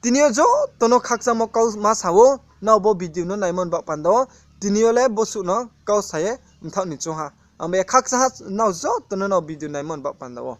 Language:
Riang (India)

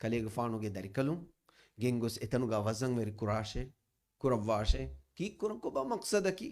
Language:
Divehi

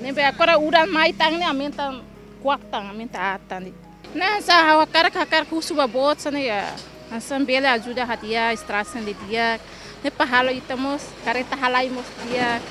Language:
Tetum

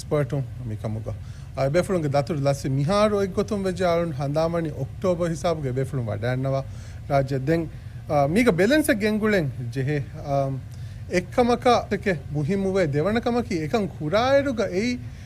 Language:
Divehi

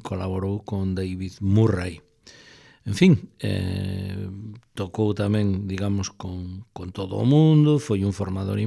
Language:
Galician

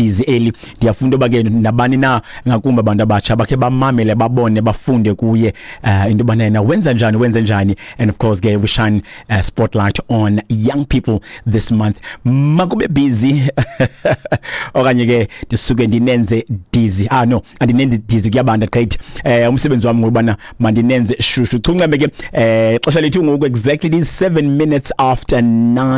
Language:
Xhosa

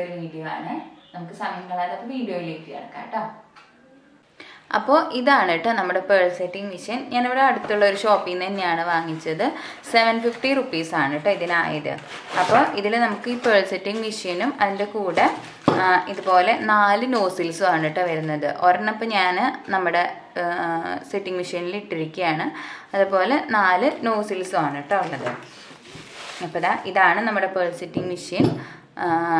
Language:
Malayalam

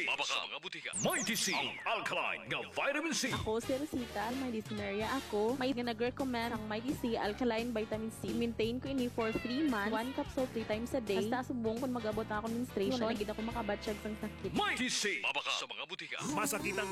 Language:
Hiligaynon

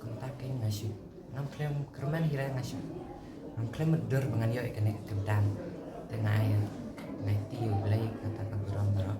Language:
Khasi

